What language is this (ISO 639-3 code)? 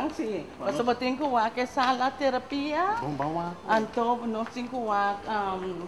pap